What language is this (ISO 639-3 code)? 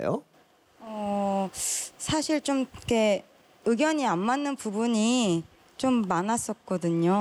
kor